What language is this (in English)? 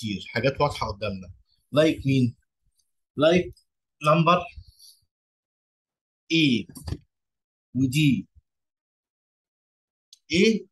Egyptian Arabic